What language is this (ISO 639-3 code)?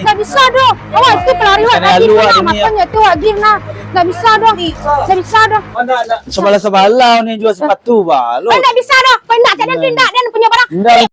min